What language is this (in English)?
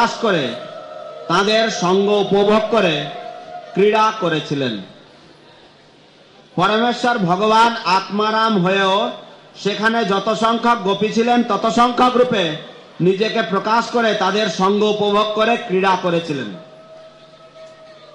Bangla